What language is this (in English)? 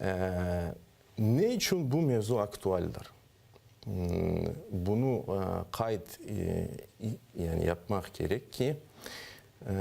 Crimean Tatar